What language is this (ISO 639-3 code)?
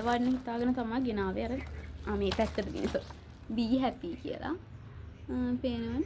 sin